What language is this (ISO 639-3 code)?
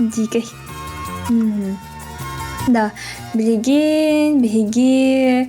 sah